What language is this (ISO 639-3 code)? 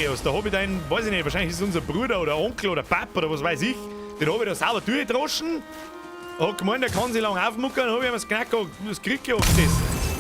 bar